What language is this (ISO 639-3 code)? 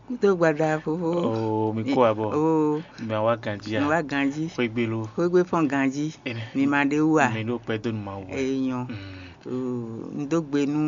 fon